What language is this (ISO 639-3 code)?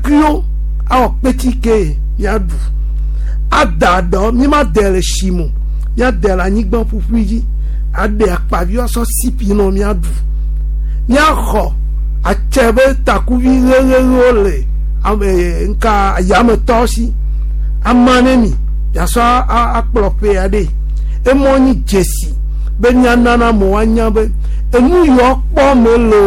gej